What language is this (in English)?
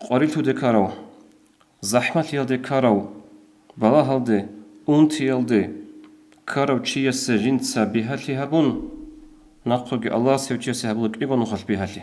Avaric